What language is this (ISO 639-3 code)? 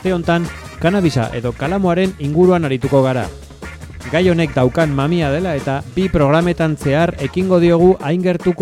eus